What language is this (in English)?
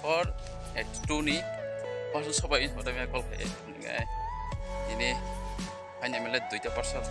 Kok Borok